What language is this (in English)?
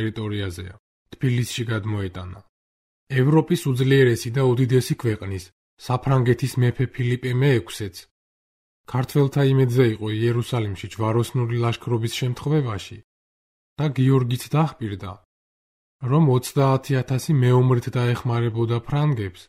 Georgian